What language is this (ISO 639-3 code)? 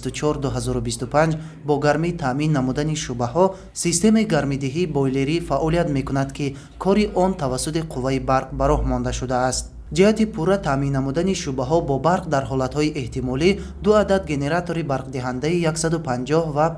tgk